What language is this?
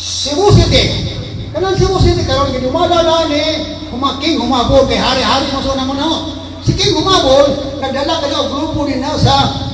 Cebuano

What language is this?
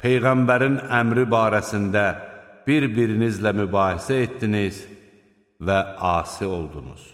Azerbaijani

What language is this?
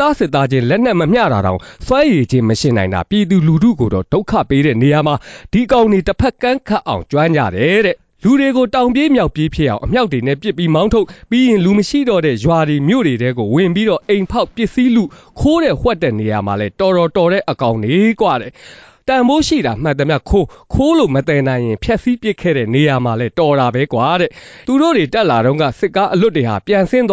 Burmese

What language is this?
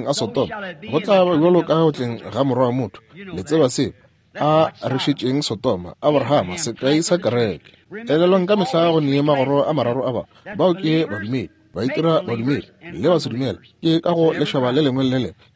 Northern Sotho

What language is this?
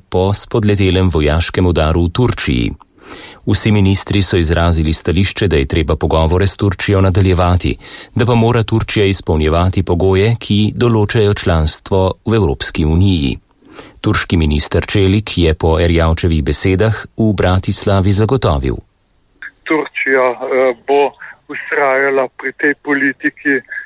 Slovenian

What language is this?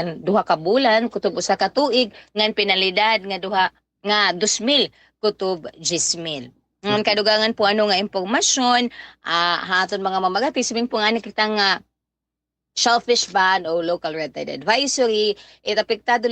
Waray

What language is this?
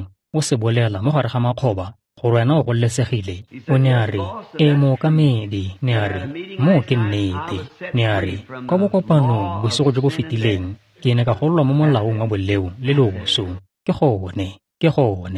Tswana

